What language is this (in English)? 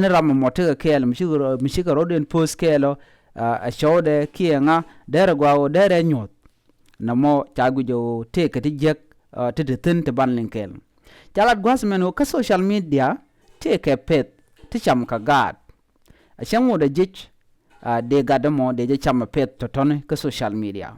Nuer